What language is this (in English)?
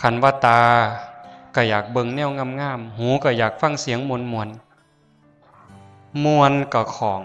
Northeastern Thai